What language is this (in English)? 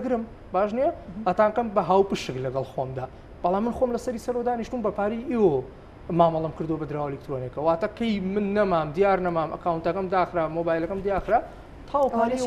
Central Kurdish